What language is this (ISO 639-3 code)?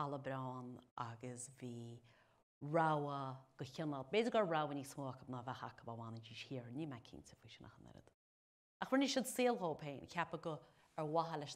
gle